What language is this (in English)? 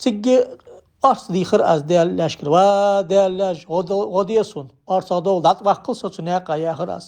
Ingush